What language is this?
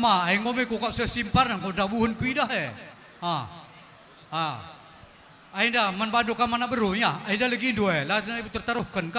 Batak Karo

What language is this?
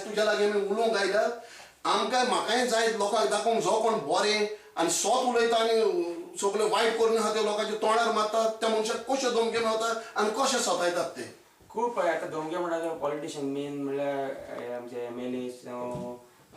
Konkani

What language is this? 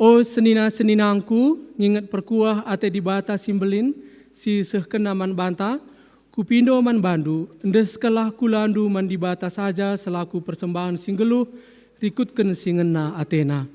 Batak Karo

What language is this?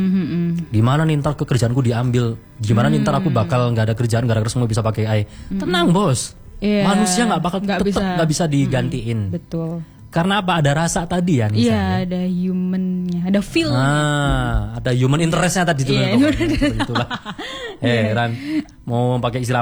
Indonesian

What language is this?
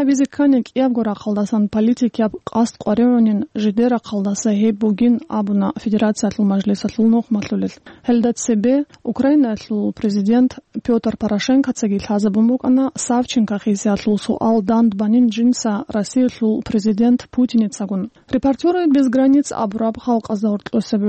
Avaric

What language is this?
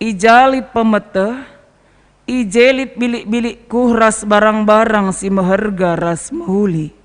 Batak Karo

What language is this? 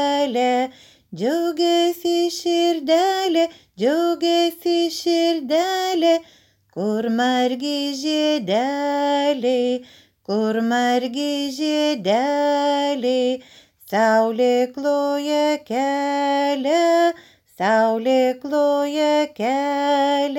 Lithuanian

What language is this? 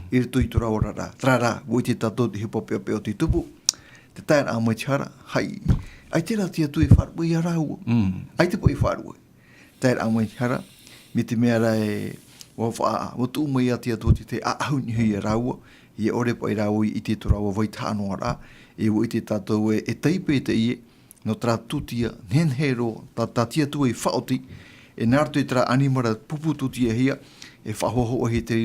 Tahitian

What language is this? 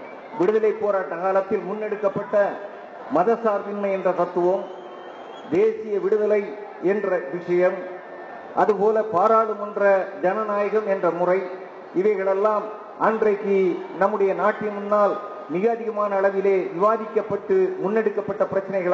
Tamil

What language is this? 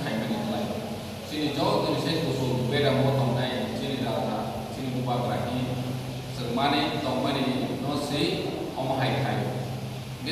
Kok Borok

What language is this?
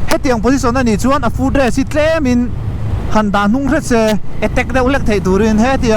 Mizo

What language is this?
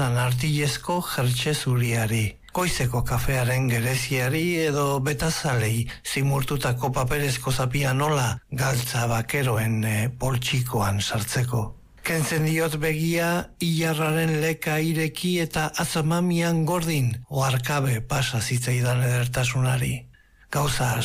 Basque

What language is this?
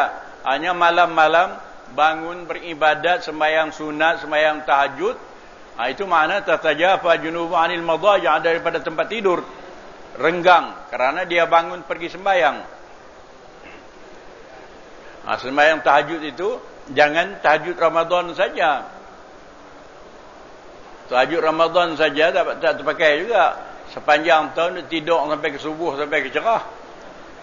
Malay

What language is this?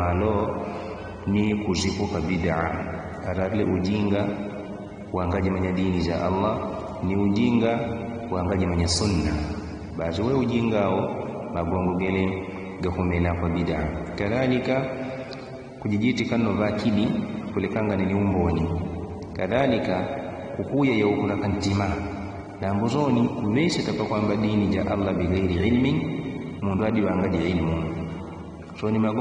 Yao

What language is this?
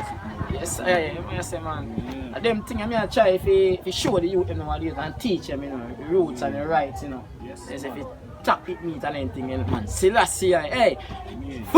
Jamaican Creole English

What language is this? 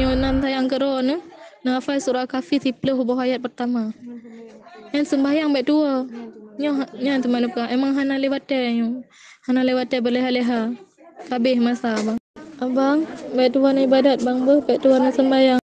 Achinese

